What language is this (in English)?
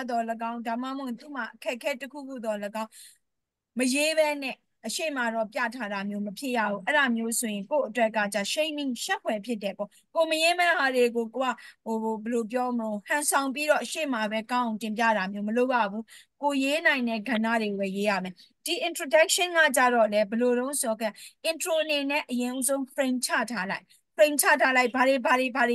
Burmese